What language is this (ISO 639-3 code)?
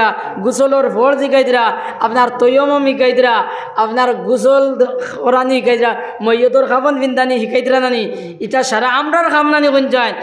syl